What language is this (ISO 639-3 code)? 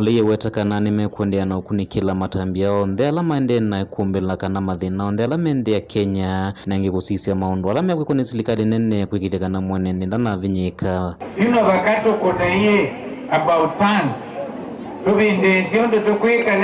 kam